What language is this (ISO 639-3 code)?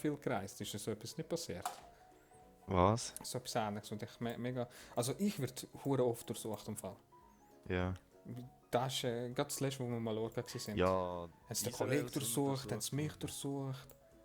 gsw